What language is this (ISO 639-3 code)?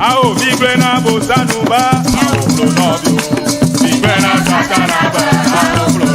ewe